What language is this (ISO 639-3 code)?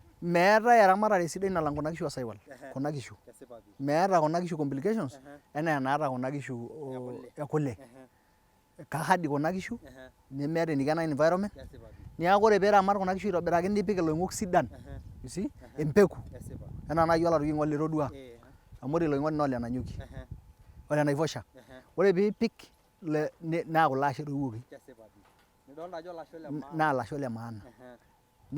mas